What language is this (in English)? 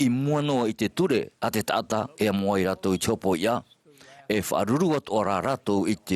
Tahitian